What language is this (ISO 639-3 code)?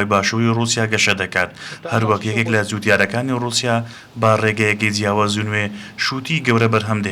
ckb